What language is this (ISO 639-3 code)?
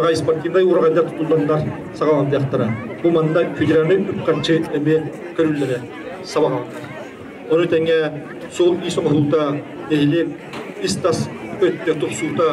sah